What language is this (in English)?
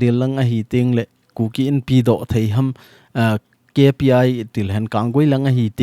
Thado Chin